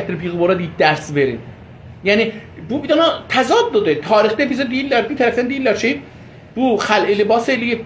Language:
South Azerbaijani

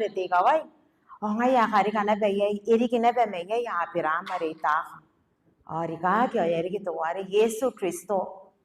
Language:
Gilbertese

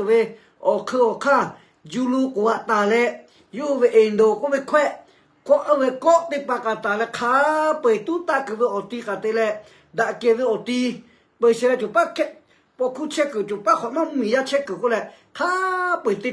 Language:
Lahu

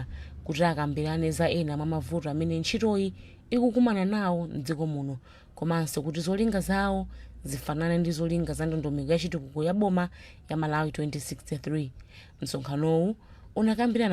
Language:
Nyanja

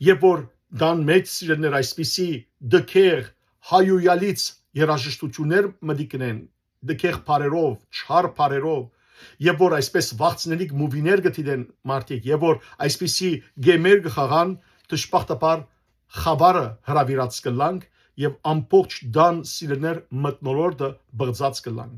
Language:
Western Armenian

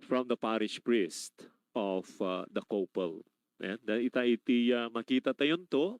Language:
Iloko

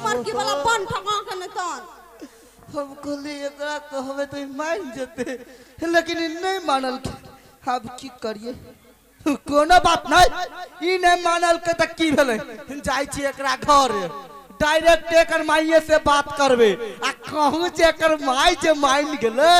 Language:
Maithili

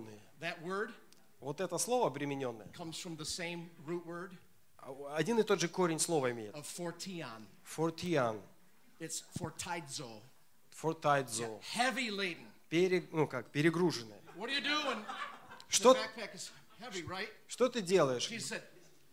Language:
Russian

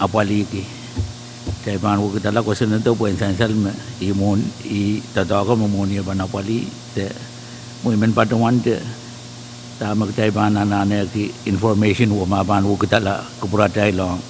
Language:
Pohnpeian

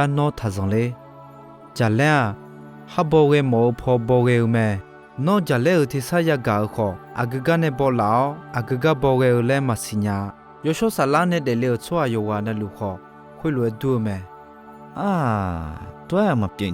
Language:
Akha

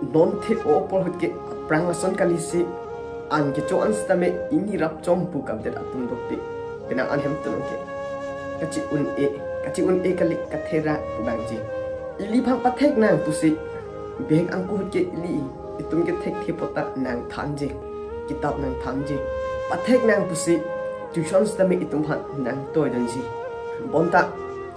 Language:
Karbi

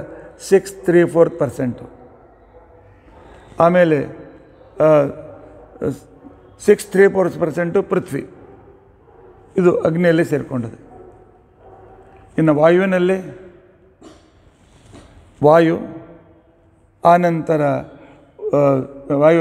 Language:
Kannada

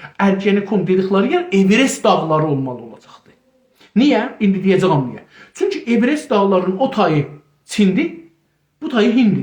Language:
South Azerbaijani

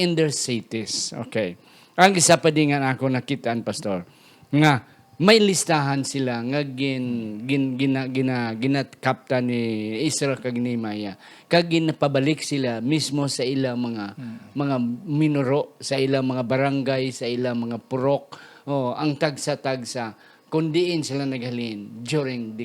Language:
Hiligaynon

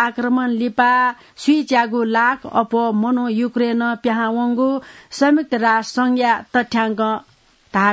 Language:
Newari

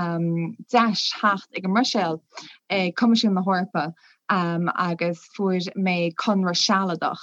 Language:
Irish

